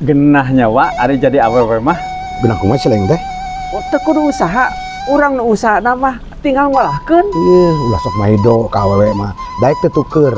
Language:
Sundanese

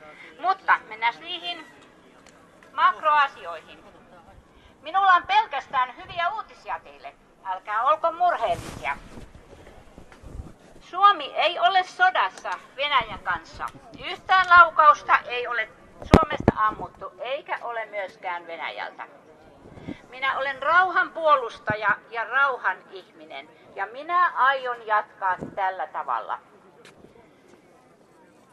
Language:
Finnish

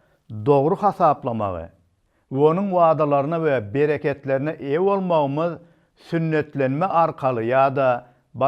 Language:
Turkmen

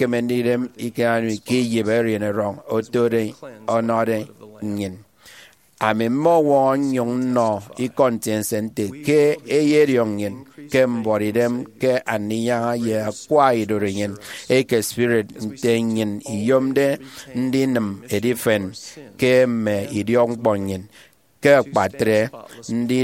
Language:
Efik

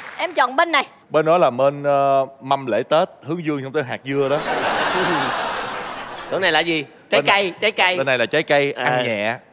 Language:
Vietnamese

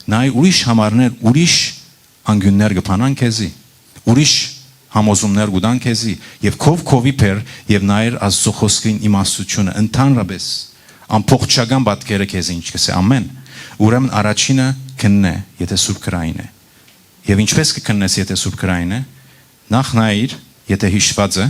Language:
Western Armenian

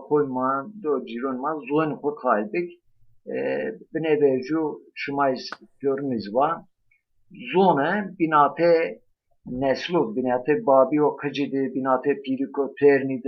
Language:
Zaza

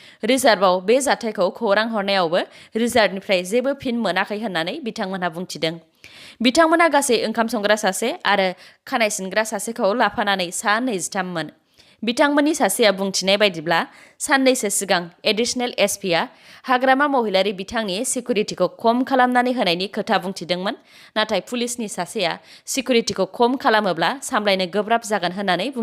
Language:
Bodo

